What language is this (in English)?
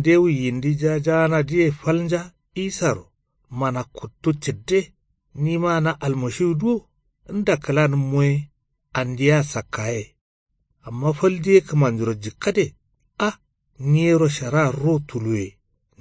Kanuri